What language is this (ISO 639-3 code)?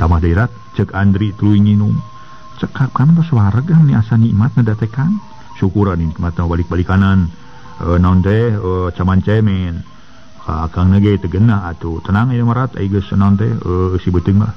sun